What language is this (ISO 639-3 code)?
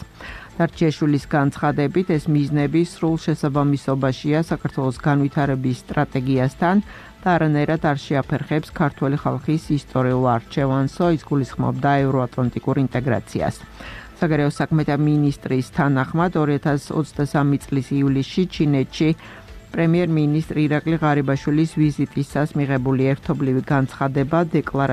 kat